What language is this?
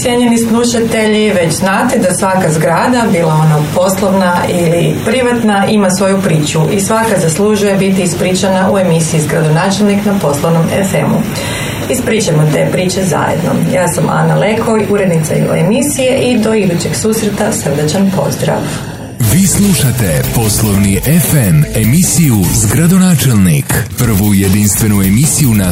Croatian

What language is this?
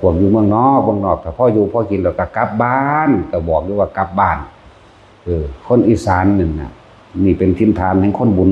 Northeastern Thai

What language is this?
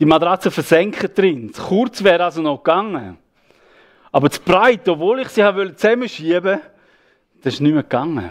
Swiss German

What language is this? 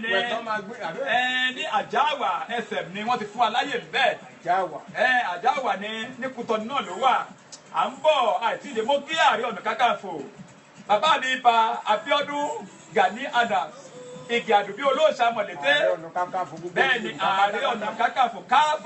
Yoruba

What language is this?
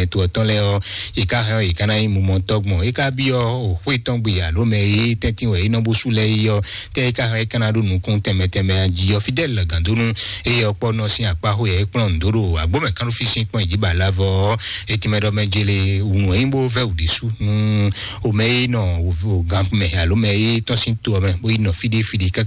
Fon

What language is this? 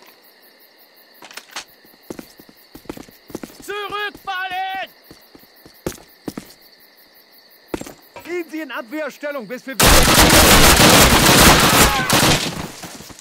German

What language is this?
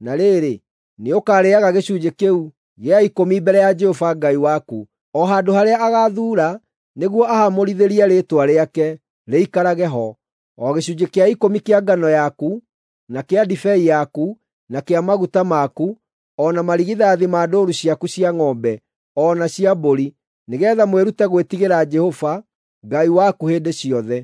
Kikuyu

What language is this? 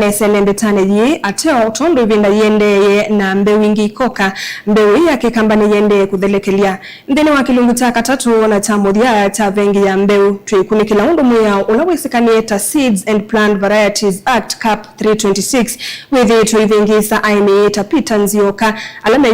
Kamba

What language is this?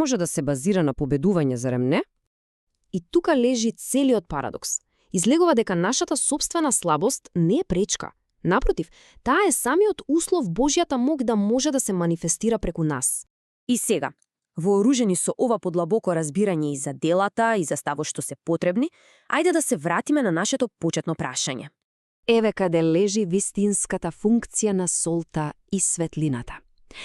Macedonian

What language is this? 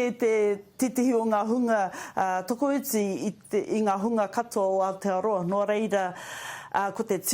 Māori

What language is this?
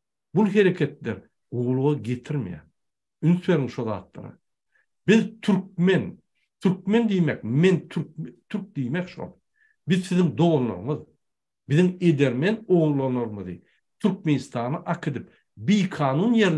Turkmen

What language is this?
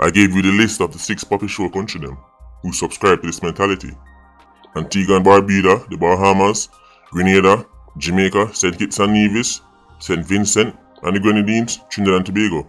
Jamaican Creole English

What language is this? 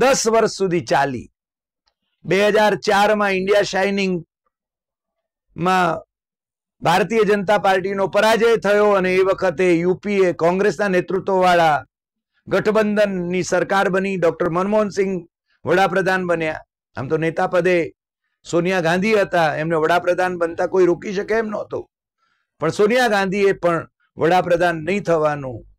Gujarati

